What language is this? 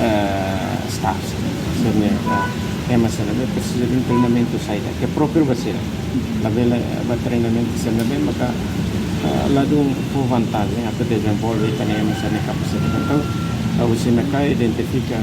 Tetum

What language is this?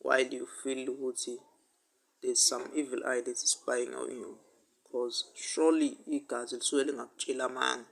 Zulu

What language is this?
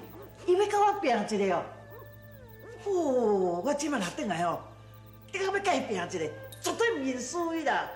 Min Nan Chinese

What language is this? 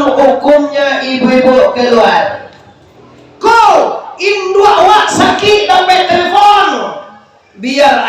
Minangkabau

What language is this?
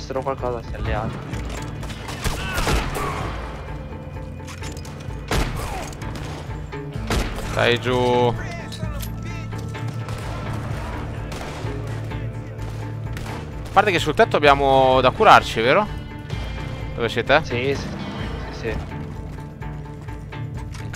Italian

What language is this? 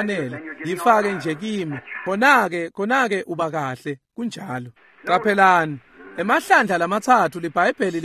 Swati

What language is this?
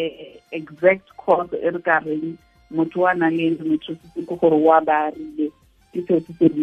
Tswana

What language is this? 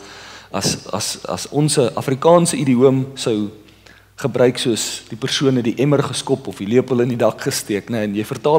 Afrikaans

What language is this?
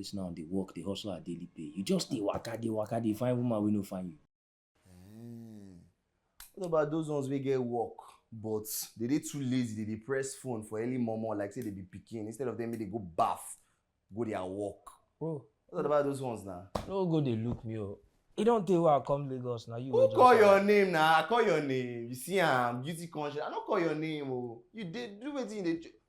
Nigerian Pidgin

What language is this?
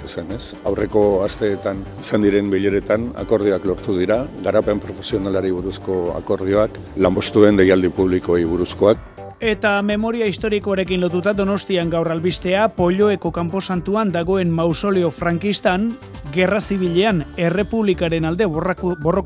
Basque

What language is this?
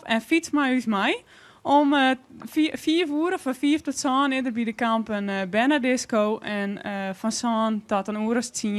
Western Frisian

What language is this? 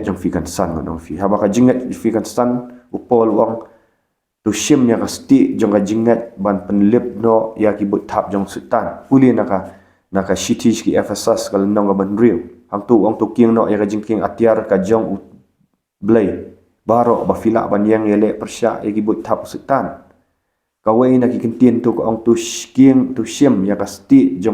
Khasi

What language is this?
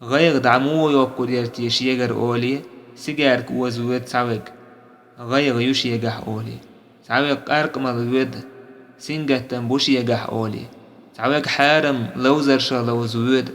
Chechen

